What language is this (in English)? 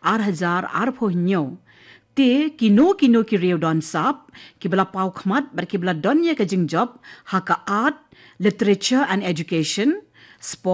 Khasi